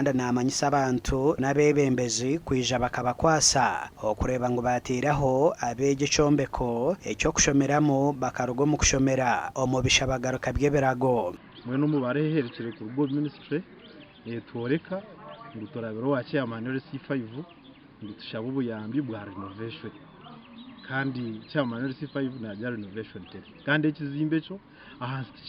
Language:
Nyankole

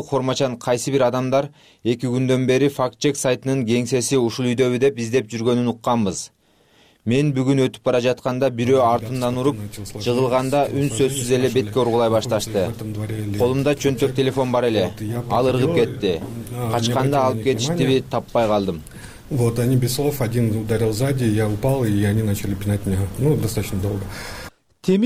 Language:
Kyrgyz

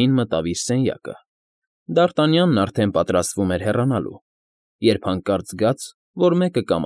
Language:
Armenian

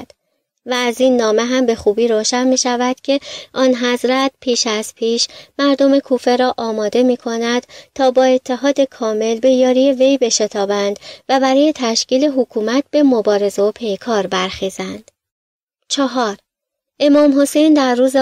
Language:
Persian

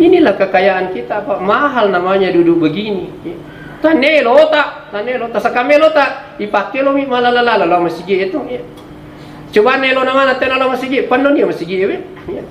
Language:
Buginese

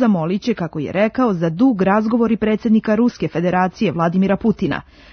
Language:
Serbian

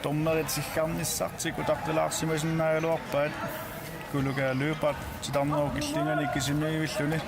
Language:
Kalaallisut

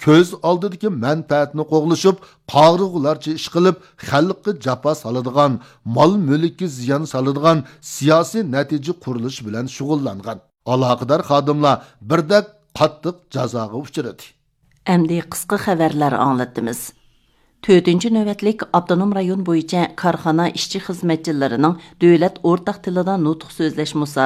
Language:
Uyghur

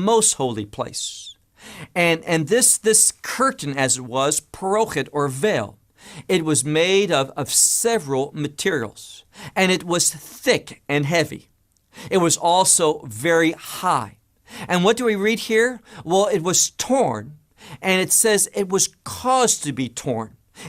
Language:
English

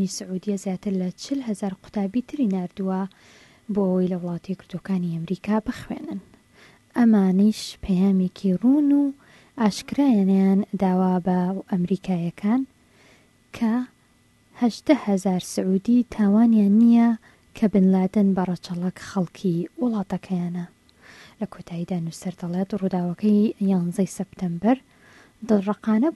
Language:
Central Kurdish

